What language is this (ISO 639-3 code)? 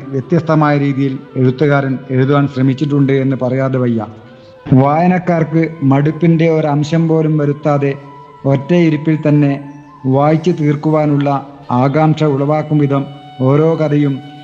mal